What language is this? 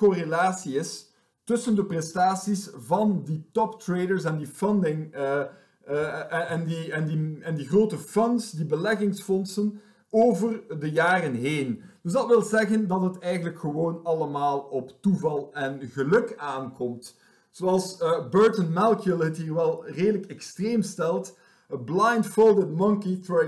Dutch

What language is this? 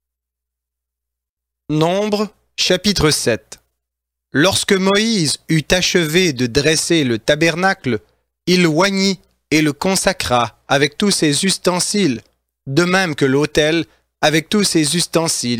French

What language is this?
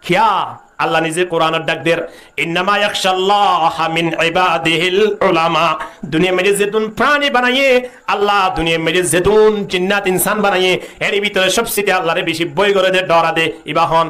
Rohingya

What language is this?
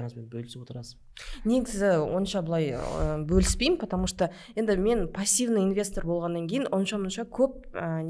Kazakh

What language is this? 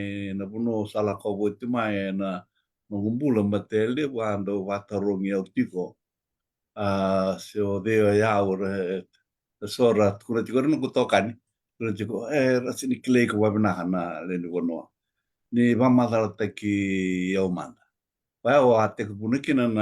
Fijian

